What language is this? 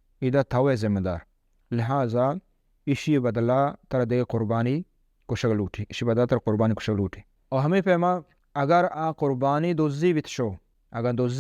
Baluchi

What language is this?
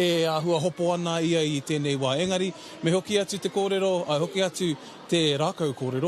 Māori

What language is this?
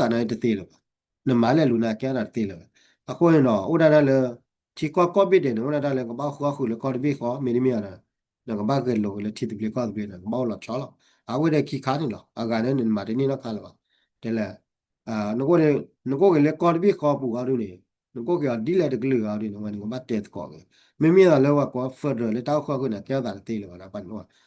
S'gaw Karen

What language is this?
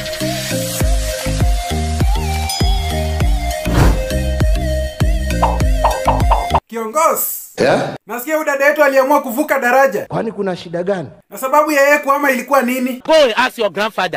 Swahili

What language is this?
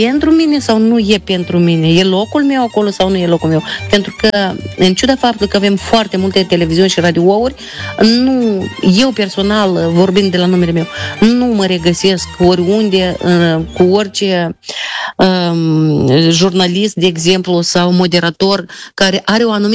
Romanian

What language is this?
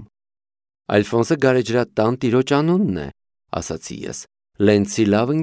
Armenian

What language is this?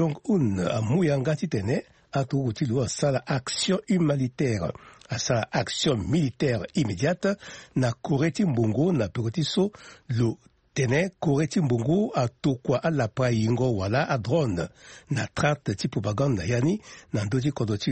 Sango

